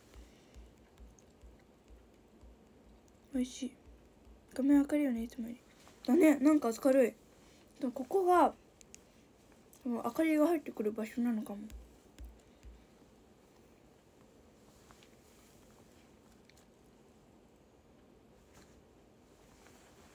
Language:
Japanese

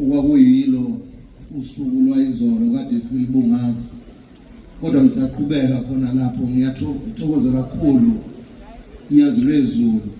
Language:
Zulu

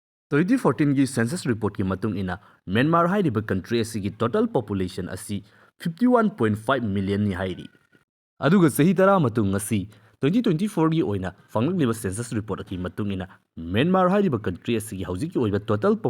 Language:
Manipuri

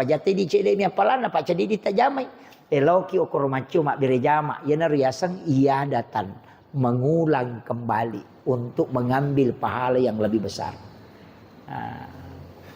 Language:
Buginese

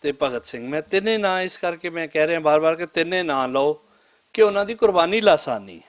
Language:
Western Panjabi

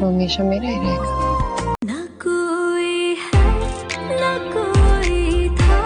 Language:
Karbi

